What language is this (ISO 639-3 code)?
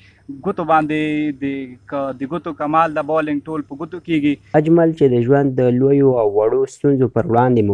pus